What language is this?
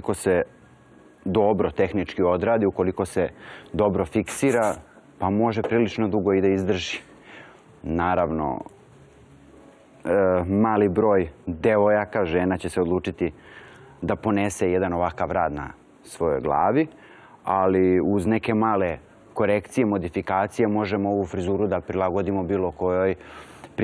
Serbian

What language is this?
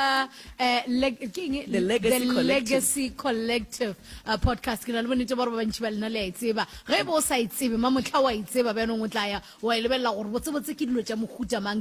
Northern Sotho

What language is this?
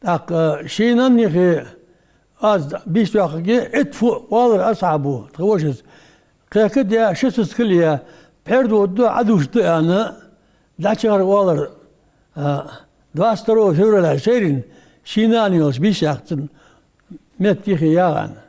Ingush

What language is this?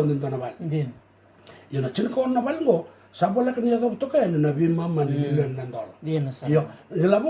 Fijian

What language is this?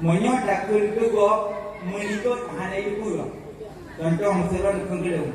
Achinese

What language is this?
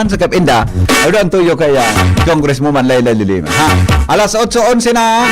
Bikol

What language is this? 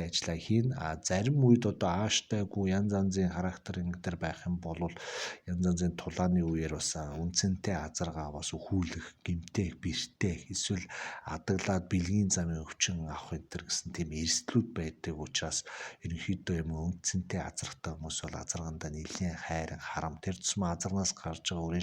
Mongolian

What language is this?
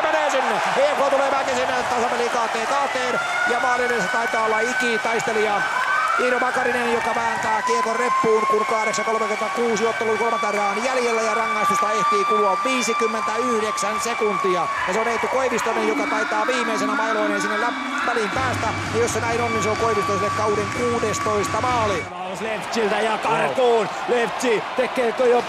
Finnish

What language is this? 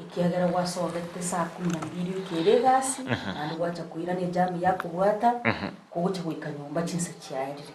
Gusii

